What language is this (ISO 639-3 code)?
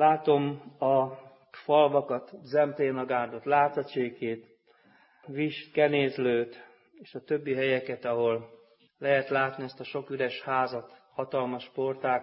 hun